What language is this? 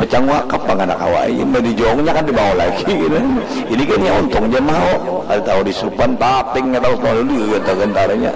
Banjar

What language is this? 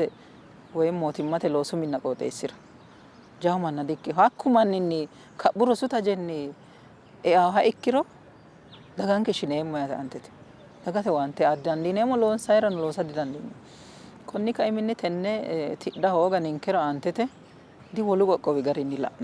Sidamo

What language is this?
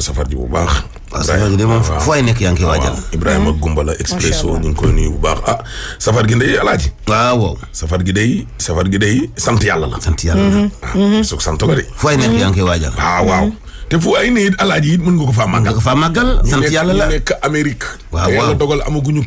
Wolof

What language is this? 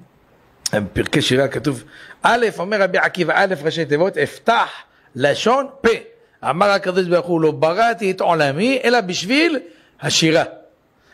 Hebrew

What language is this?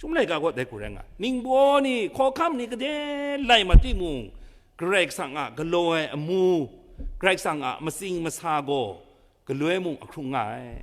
Kachin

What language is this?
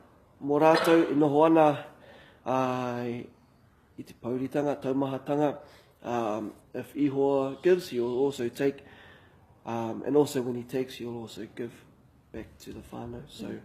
Māori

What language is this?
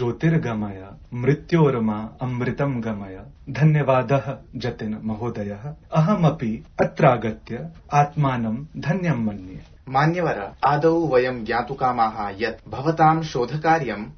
Sanskrit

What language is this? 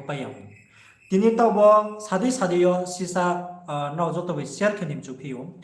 Riang (India)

